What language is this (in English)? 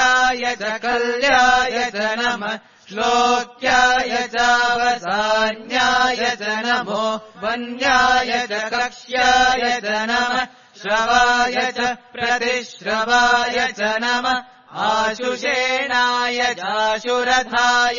Sanskrit